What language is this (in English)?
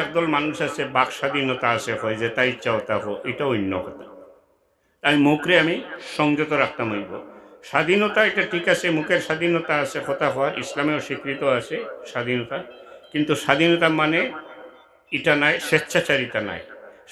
Sylheti